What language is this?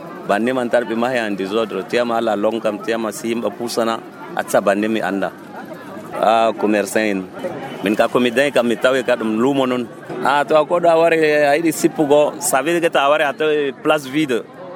Nigerian Fulfulde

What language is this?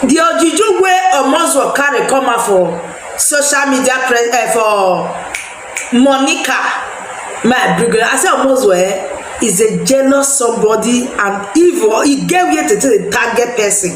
Nigerian Pidgin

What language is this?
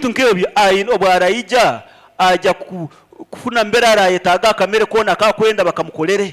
Nyankole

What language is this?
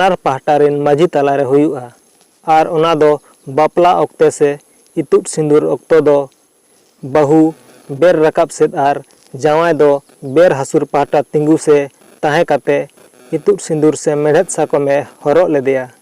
Santali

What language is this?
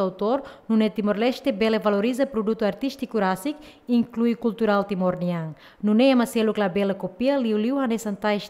Tetum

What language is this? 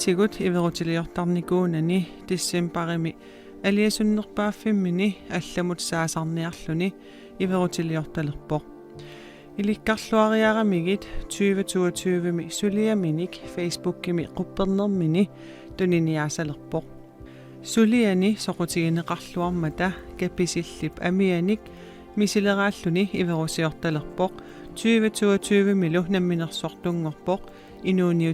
Kalaallisut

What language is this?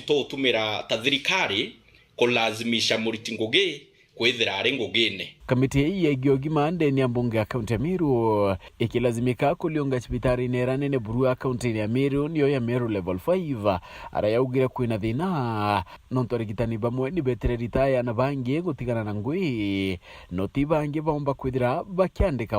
Meru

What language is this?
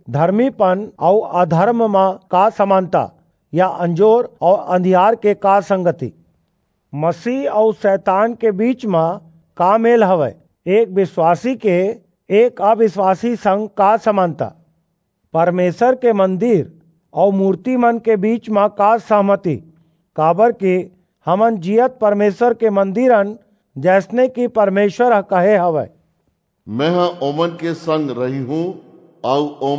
Chhattisgarhi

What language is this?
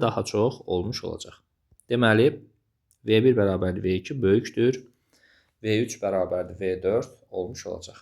Azerbaijani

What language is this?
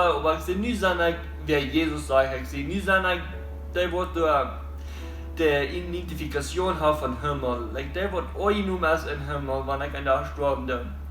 Plautdietsch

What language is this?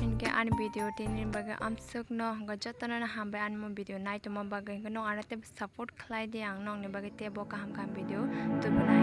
Kok Borok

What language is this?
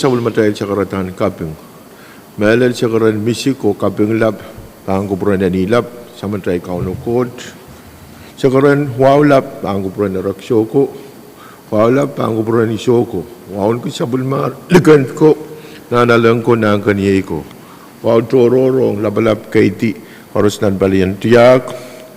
Pohnpeian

